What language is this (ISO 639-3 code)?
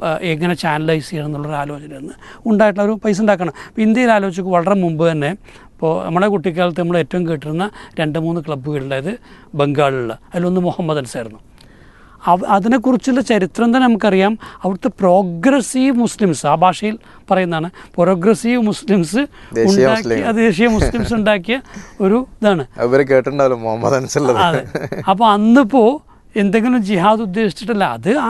mal